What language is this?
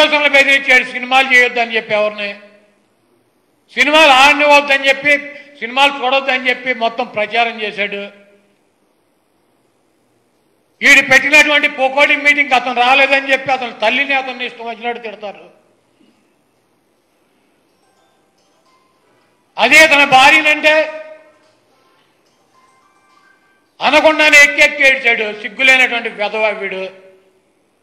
Telugu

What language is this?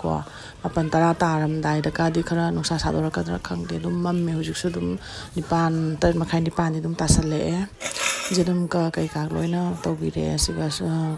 Manipuri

